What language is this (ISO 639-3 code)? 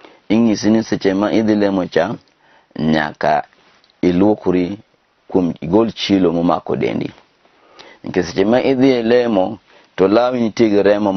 luo